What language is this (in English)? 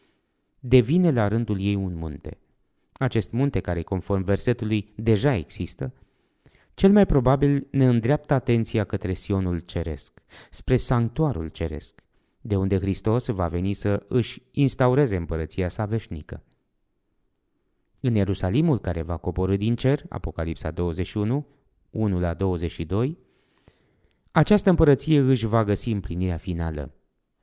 Romanian